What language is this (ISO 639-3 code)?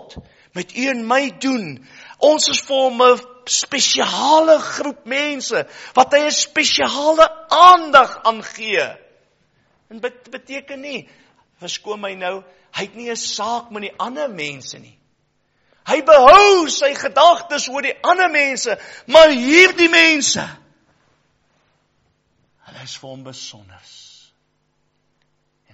afr